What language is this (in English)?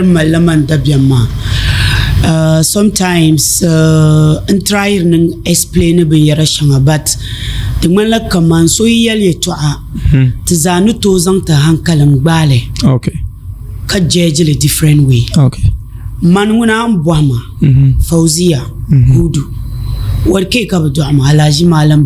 Dagbani